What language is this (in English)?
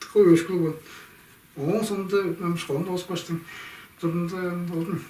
Tuvinian